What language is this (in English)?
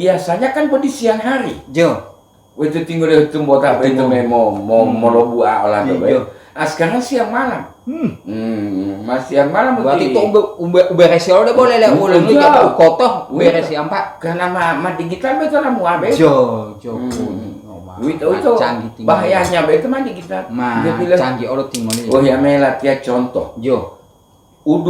Gorontalo